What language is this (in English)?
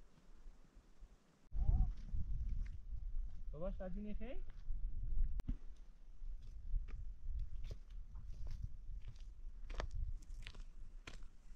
Persian